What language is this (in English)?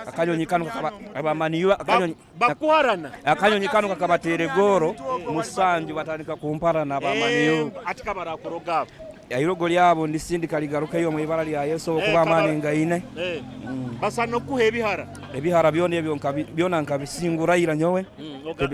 Nyoro